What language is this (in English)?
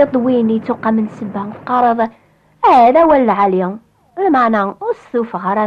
Kabyle